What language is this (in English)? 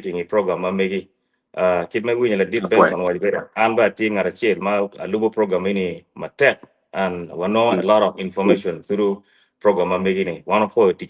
Acoli